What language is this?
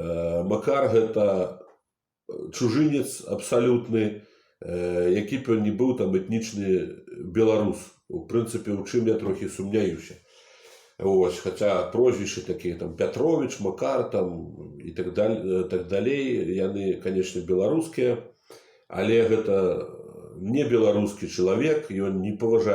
Belarusian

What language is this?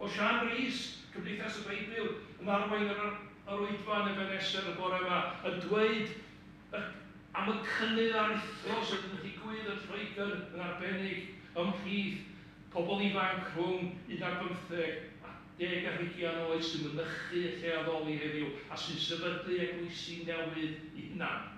Welsh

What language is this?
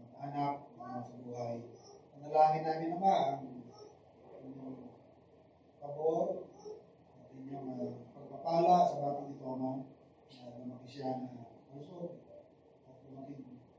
Filipino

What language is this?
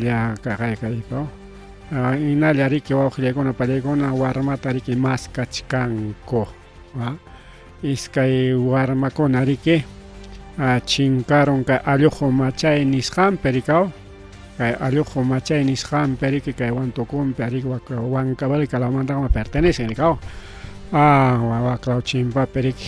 Ayacucho Quechua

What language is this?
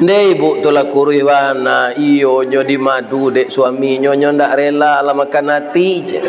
Minangkabau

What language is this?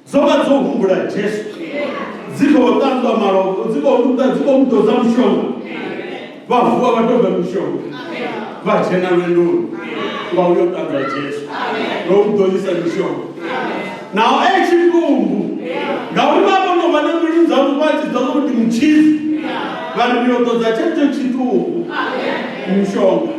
Venda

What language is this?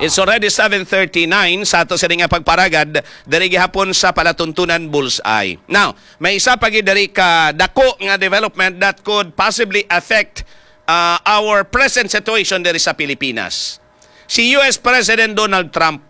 Hiligaynon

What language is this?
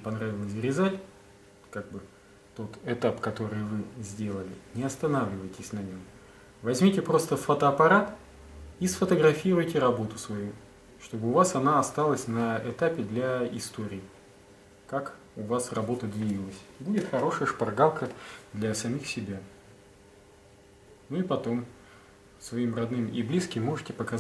Russian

